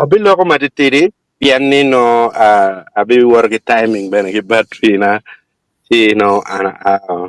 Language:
Acoli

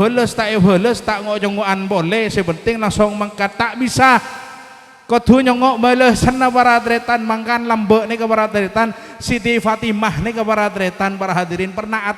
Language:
Madurese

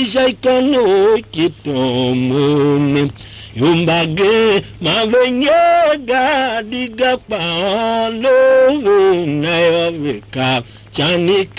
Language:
Tiv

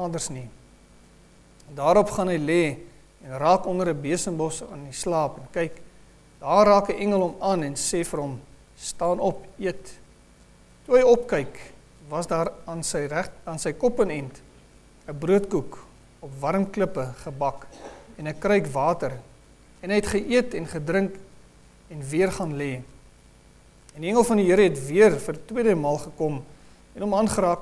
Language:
Afrikaans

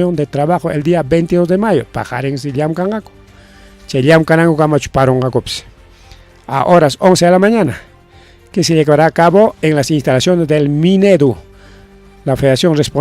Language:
Ayacucho Quechua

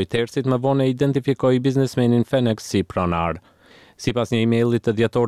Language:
Albanian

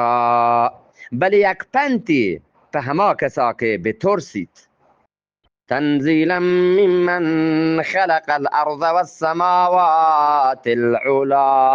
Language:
Eastern Balochi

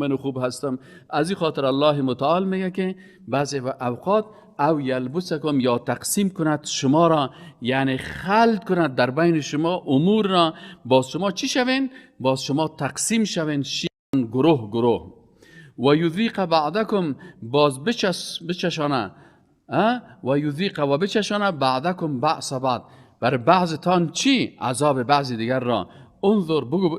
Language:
Persian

